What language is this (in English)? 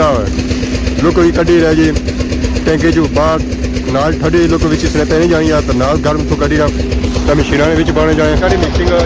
Pahari-Potwari